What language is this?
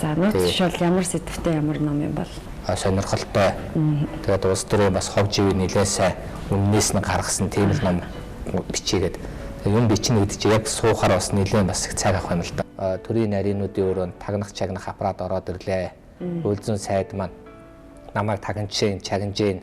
Mongolian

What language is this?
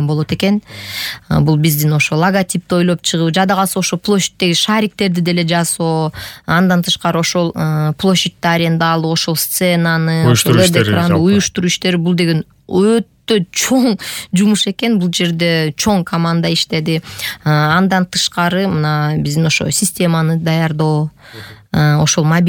Kyrgyz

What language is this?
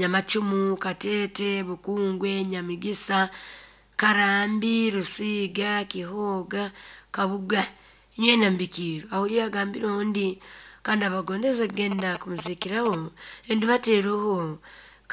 Nyoro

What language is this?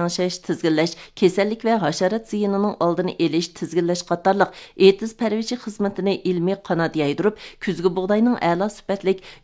Uyghur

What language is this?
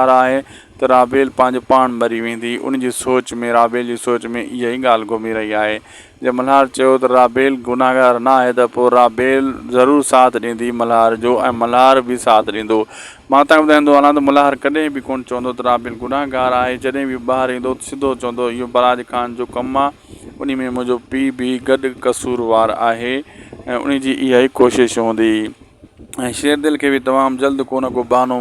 Sindhi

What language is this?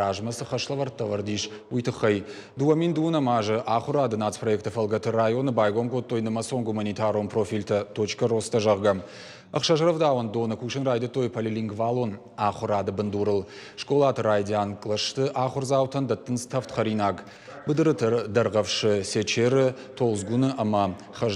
Ossetic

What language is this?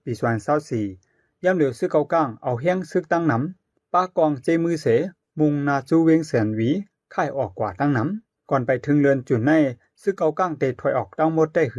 Shan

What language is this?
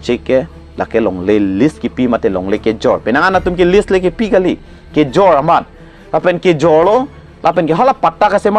Karbi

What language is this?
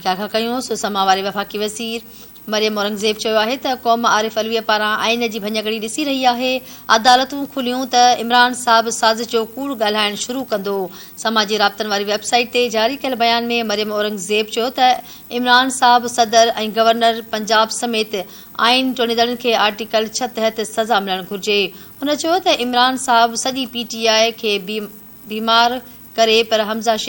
Sindhi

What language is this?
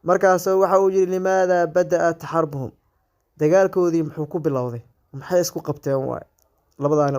Somali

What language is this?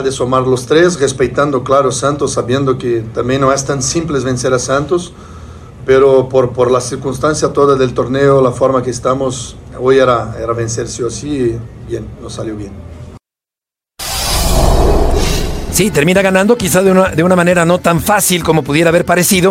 Spanish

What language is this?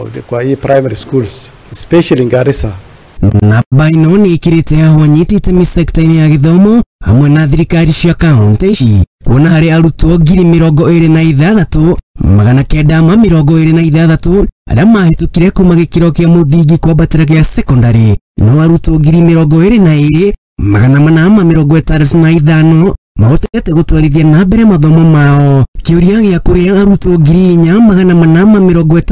Kikuyu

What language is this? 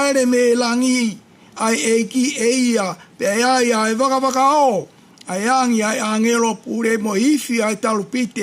Tongan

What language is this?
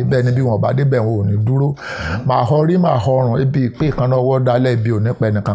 Yoruba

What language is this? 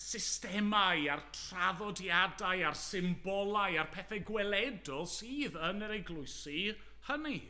Welsh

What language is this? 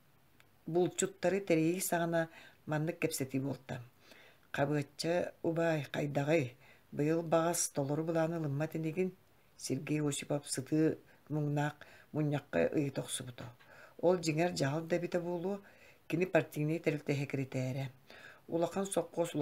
Yakut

